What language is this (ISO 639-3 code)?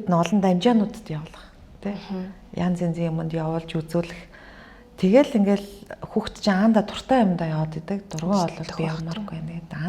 mon